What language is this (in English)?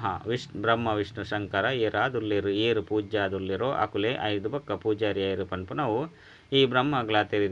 Tulu